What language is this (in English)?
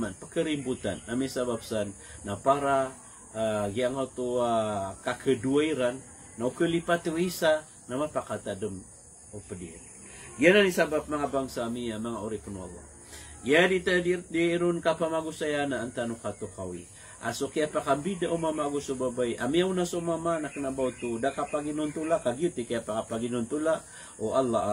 Maranao